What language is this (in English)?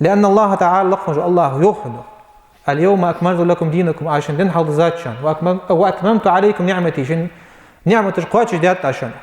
Ingush